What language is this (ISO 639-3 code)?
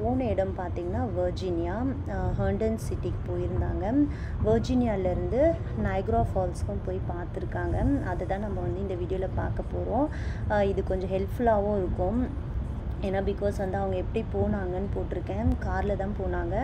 tam